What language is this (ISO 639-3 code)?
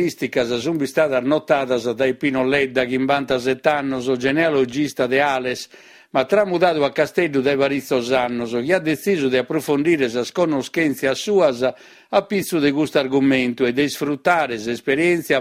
srd